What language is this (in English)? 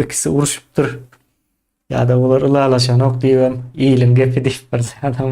Turkmen